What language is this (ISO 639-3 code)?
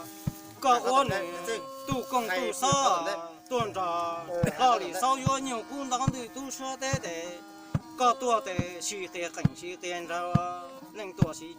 hmn